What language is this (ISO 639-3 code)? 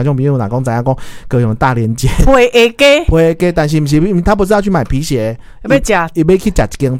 nan